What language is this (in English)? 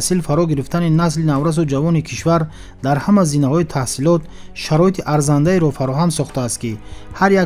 Tajik